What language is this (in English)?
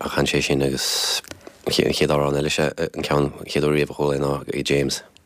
Irish